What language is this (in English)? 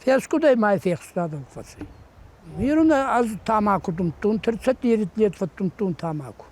Ossetic